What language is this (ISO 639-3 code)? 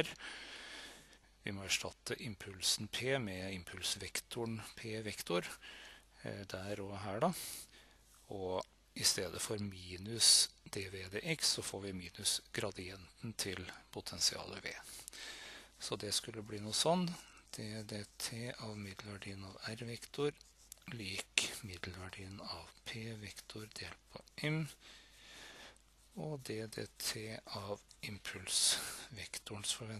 nor